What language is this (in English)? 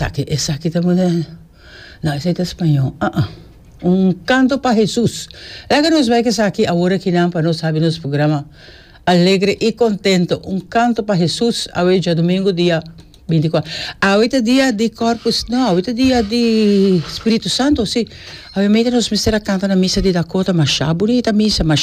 Papiamento